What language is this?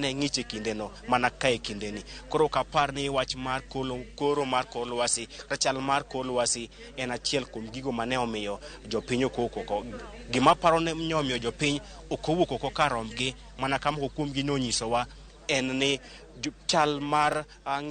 Luo (Kenya and Tanzania)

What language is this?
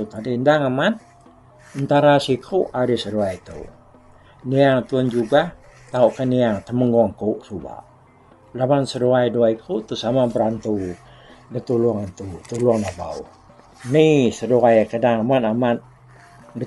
Iban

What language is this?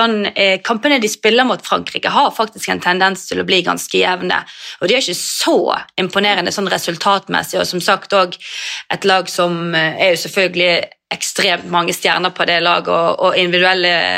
Norwegian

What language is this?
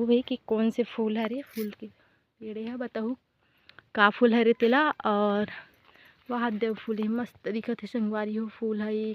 Chhattisgarhi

